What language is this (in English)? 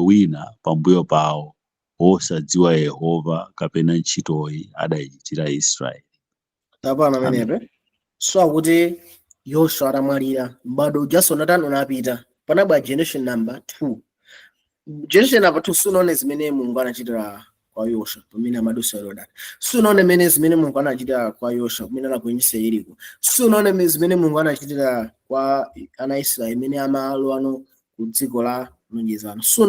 Nyanja